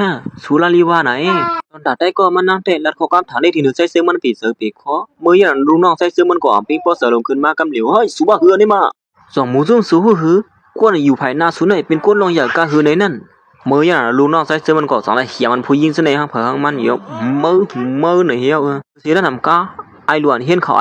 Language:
Shan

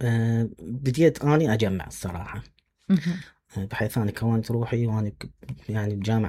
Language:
Mesopotamian Arabic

